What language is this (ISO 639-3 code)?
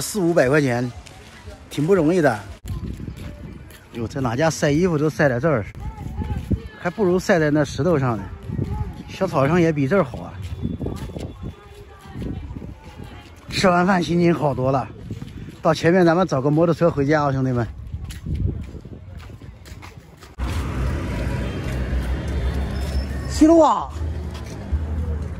zho